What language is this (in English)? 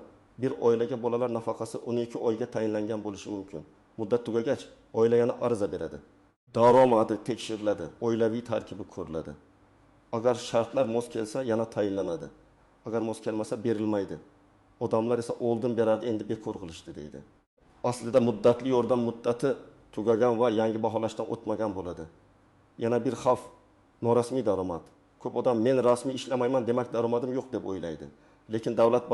Uzbek